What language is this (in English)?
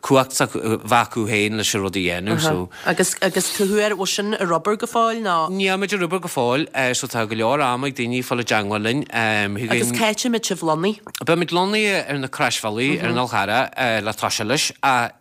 Irish